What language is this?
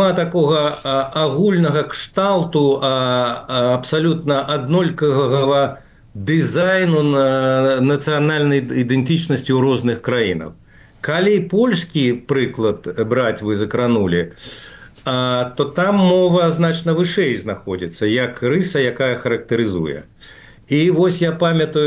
Belarusian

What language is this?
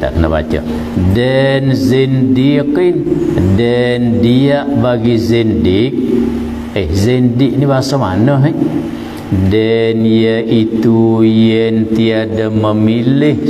Malay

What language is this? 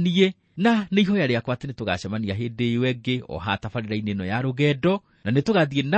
Kikuyu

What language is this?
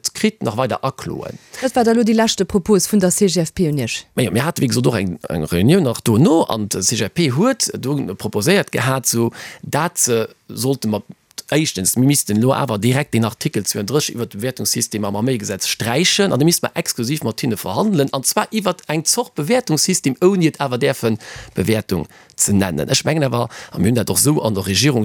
Luxembourgish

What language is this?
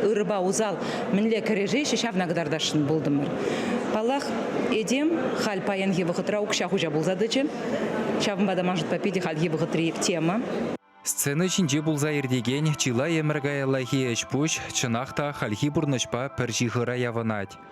Chuvash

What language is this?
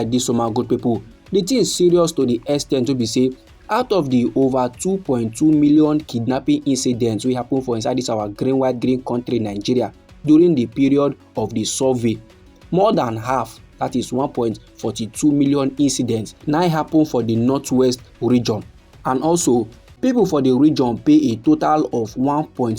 Nigerian Pidgin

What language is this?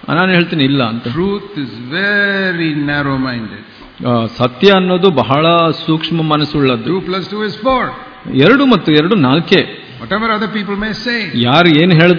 Kannada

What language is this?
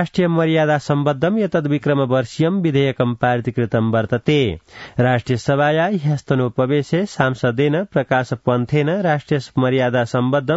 Sanskrit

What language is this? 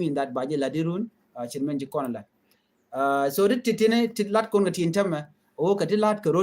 Nuer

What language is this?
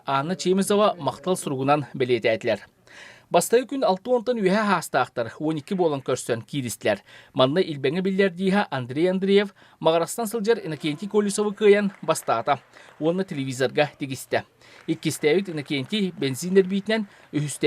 Yakut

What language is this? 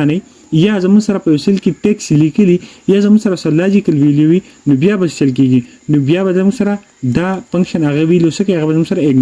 Pashto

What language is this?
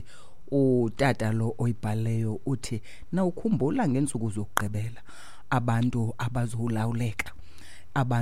Xhosa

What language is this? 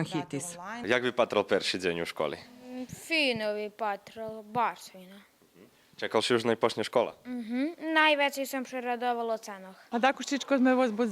Rusyn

